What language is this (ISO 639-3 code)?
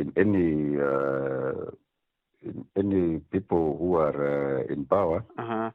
mer